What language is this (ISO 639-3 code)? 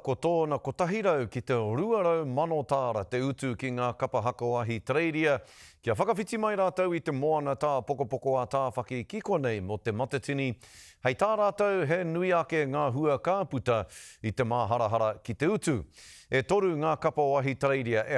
mri